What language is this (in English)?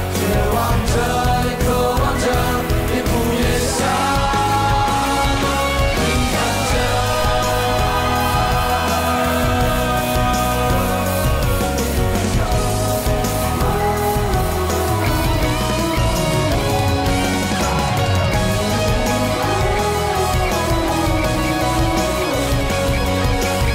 Chinese